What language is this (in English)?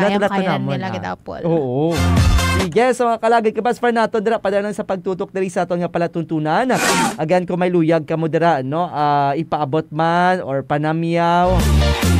Hiligaynon